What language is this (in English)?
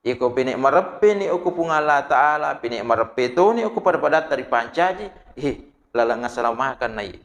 Buginese